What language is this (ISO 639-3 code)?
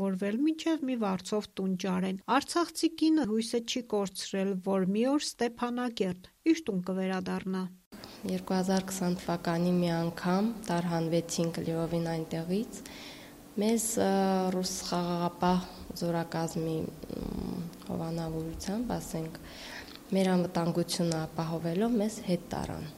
hye